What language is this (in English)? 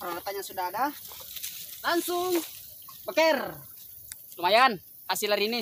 Buginese